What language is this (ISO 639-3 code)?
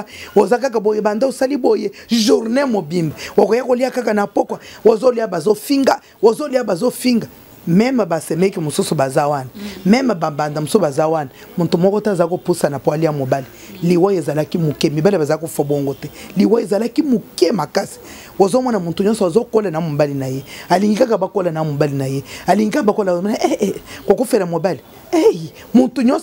lin